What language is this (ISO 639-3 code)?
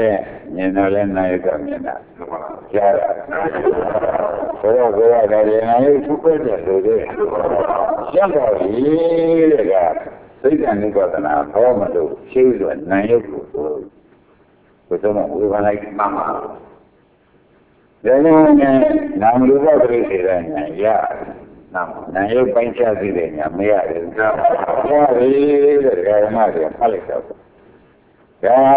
mya